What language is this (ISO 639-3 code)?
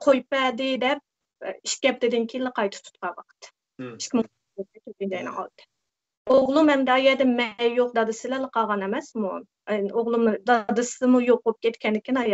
uig